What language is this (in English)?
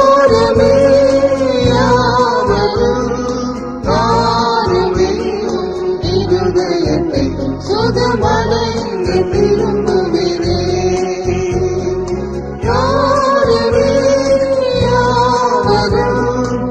Tamil